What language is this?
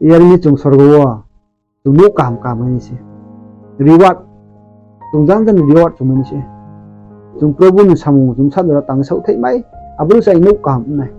Riang (India)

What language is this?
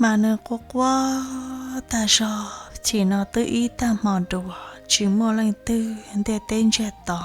Hmong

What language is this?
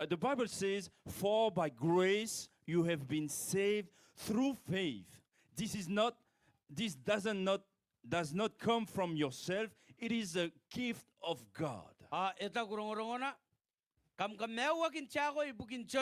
Gilbertese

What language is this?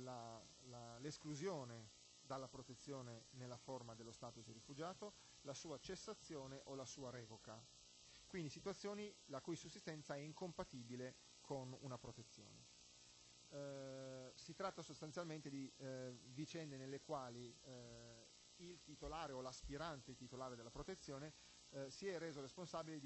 Italian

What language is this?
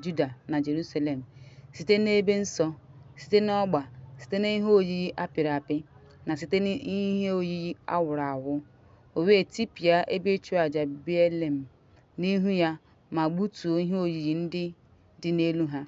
Igbo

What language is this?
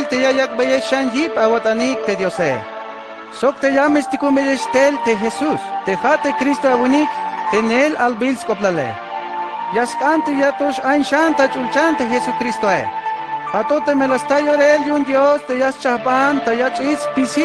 Tzeltal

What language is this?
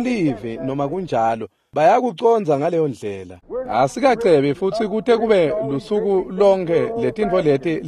Swati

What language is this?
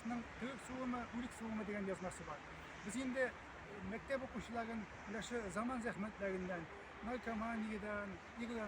Tatar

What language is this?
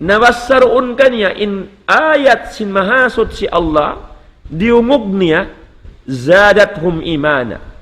Tausug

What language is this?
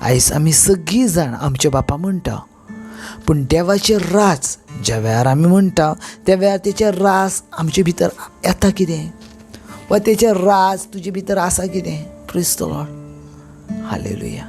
Konkani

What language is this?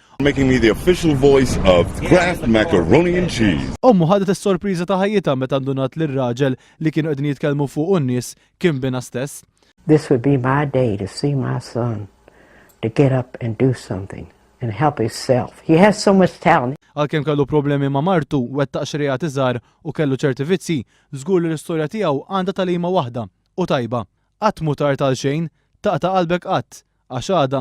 Maltese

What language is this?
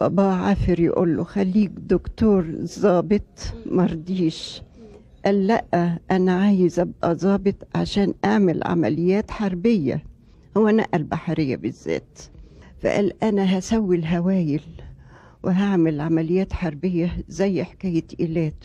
Egyptian Arabic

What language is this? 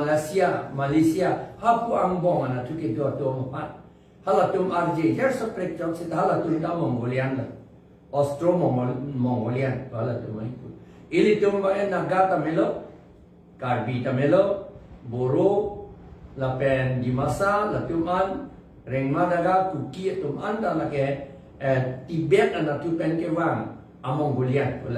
Karbi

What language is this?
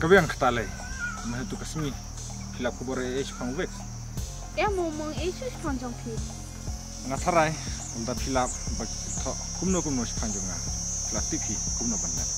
Khasi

